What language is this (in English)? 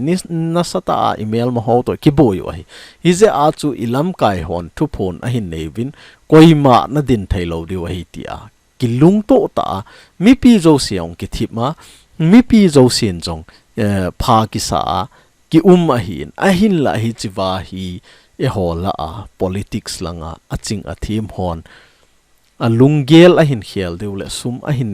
Thado Chin